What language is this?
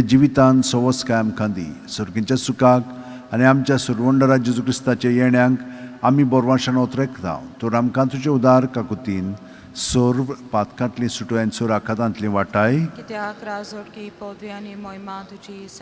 Konkani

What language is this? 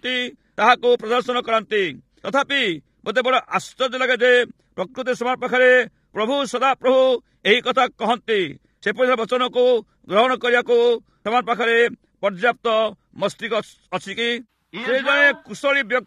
Odia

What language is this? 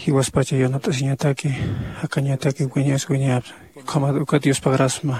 Aymara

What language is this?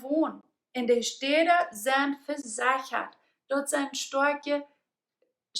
Plautdietsch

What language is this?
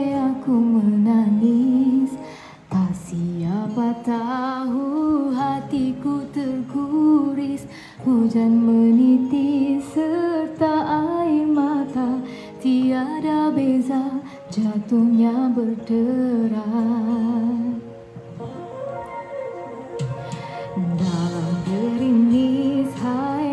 Malay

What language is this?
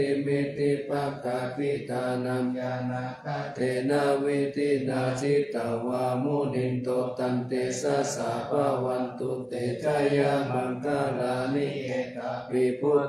Pali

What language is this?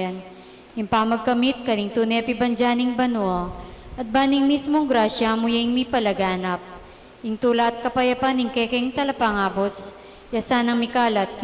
Pampanga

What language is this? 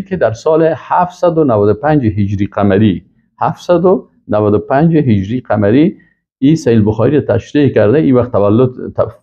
Persian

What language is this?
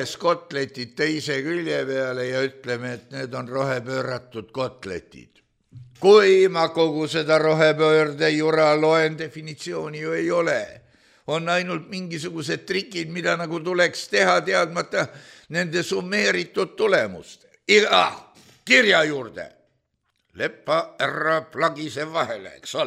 Estonian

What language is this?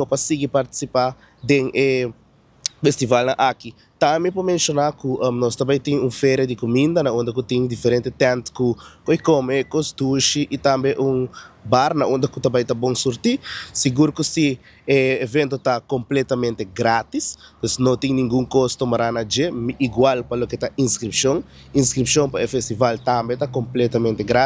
Papiamento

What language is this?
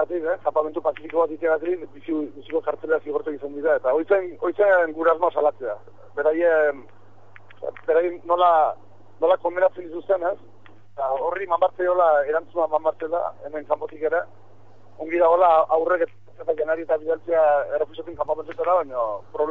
Basque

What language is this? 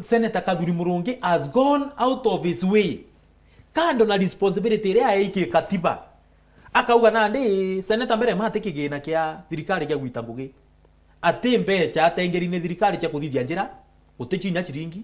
Meru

